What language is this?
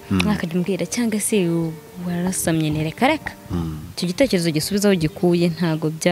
Kinyarwanda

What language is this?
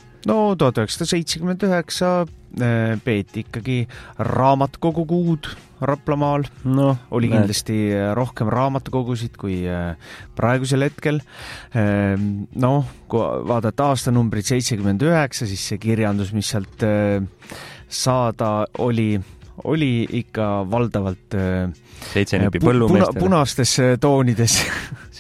Estonian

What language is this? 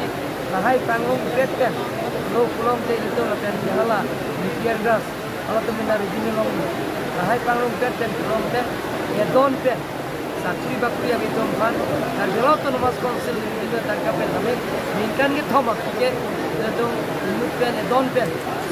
Karbi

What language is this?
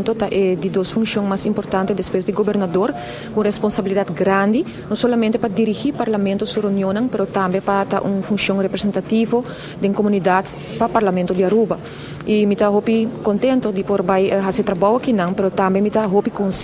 Papiamento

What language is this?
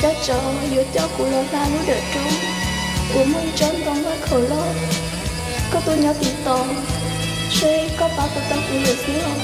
Hmong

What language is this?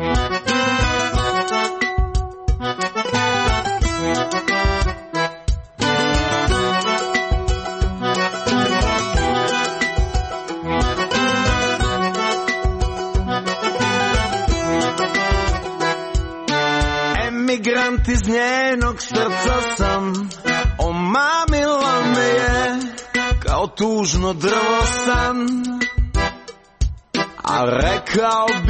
Croatian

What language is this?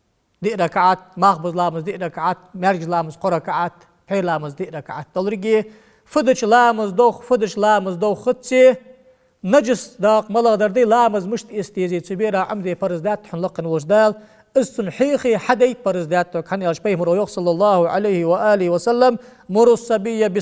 Ingush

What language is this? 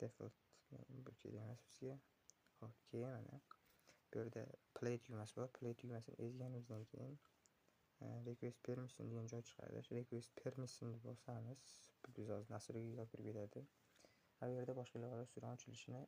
Uzbek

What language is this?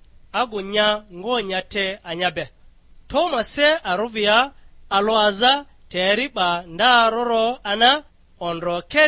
Lugbara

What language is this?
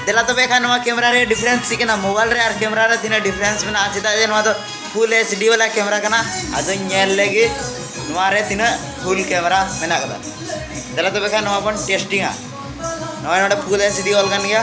Santali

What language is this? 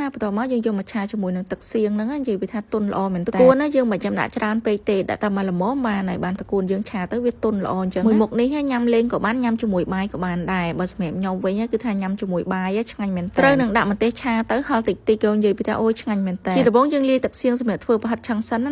Khmer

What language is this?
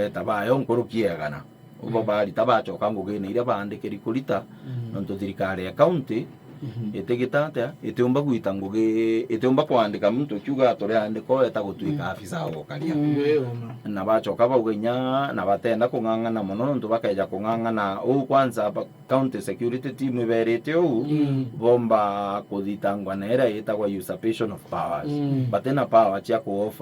Meru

